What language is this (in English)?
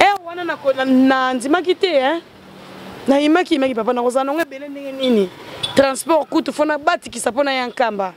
Lingala